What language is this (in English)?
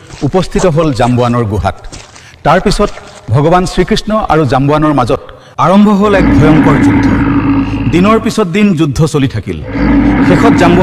Assamese